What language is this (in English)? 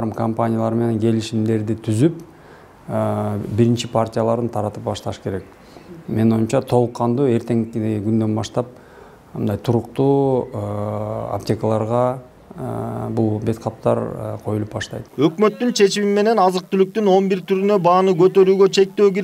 Kyrgyz